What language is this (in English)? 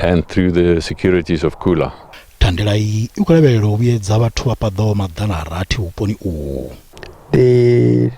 Venda